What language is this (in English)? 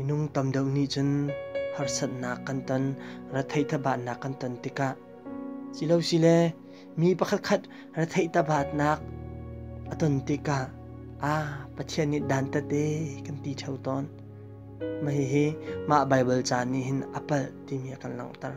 Hakha Chin